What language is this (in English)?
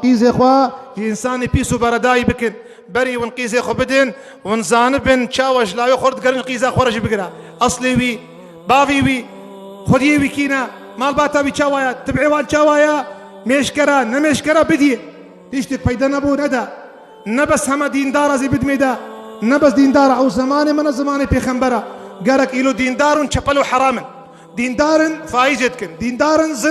Kurdish